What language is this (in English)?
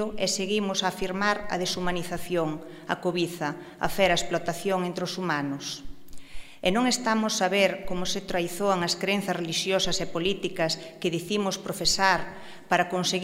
Galician